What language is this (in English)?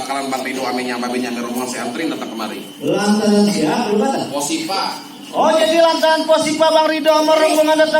Betawi